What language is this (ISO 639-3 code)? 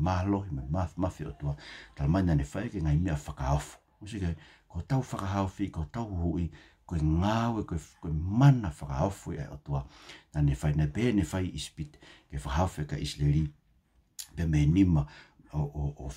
ton